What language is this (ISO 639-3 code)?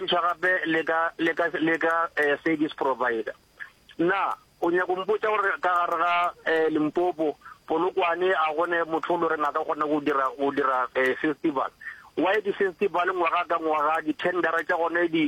nso